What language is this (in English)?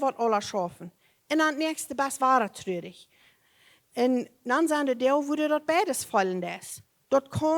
Plautdietsch